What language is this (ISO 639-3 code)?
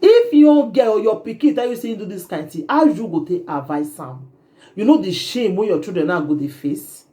pcm